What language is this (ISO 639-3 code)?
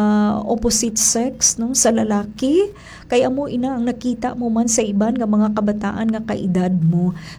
hil